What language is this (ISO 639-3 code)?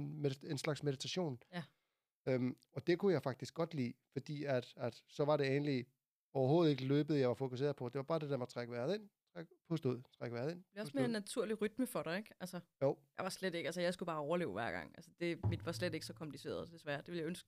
dan